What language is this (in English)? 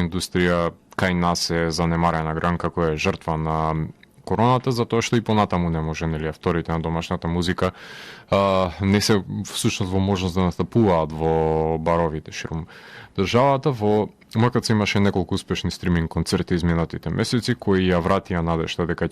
Macedonian